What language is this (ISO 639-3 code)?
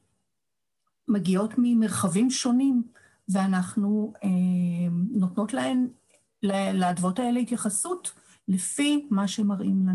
heb